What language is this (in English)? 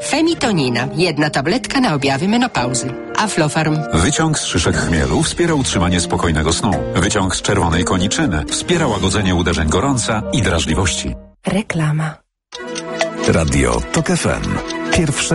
Polish